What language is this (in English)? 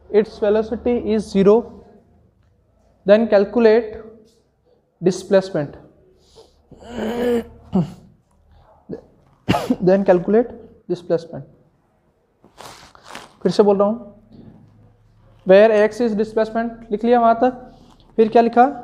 Hindi